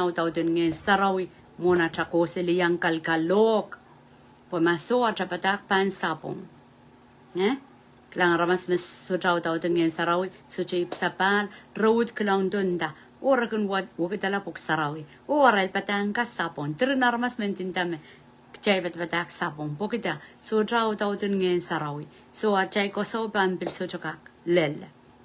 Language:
Pohnpeian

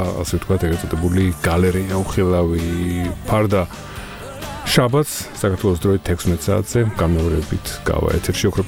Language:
Georgian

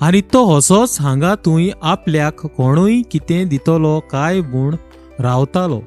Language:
Konkani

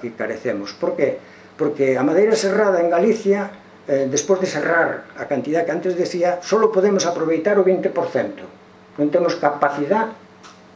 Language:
Galician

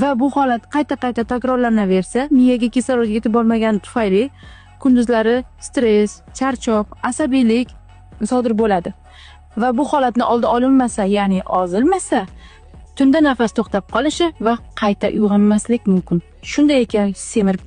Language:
Uzbek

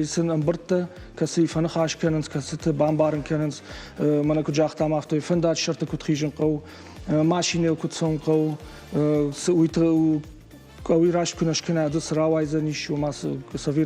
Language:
Ossetic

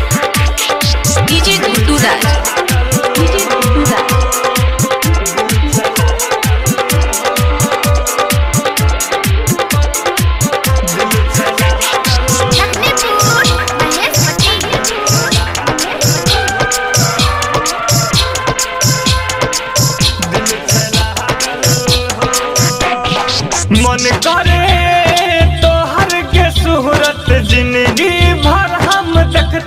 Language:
Bhojpuri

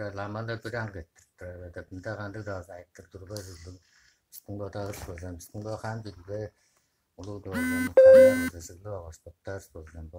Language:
Tuvinian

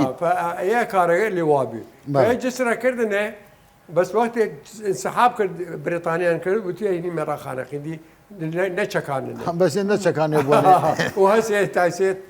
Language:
Southern Kurdish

